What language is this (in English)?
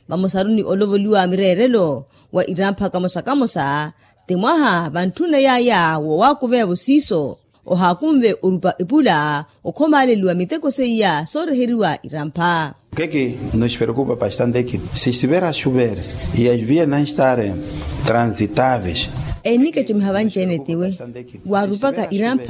Makhuwa